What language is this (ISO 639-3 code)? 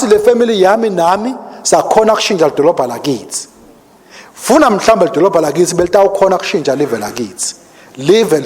ssw